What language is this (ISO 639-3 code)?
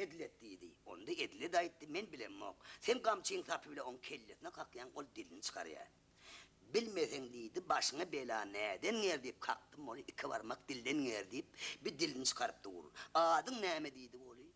tuk